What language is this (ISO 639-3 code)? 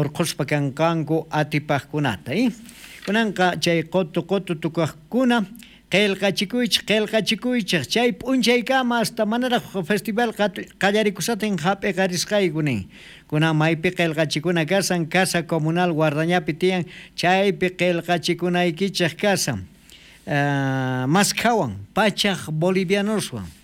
quh